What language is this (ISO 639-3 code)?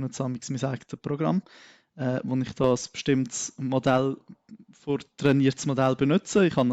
gsw